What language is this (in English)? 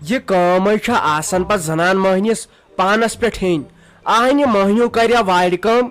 Kashmiri